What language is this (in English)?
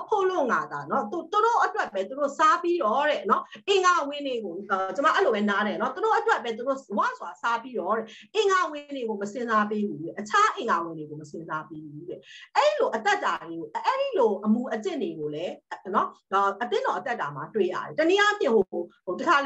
Burmese